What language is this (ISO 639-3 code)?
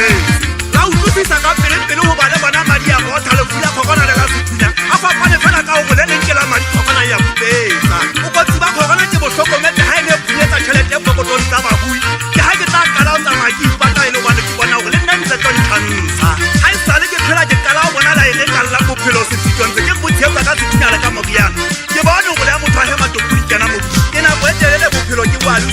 sot